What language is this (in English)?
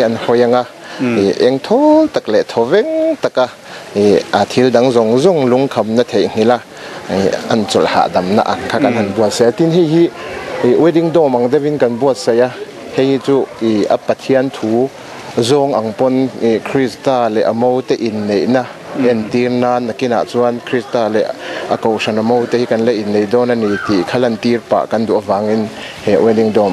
Mizo